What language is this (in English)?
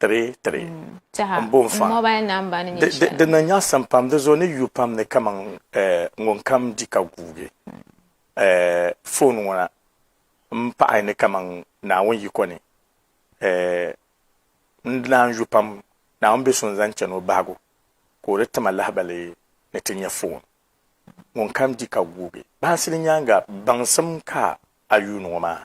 Dagbani